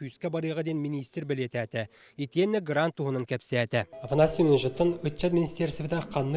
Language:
Yakut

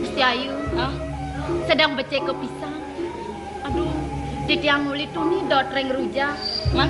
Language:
Balinese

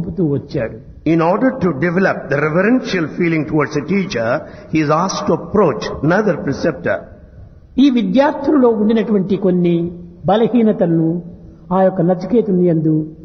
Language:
Telugu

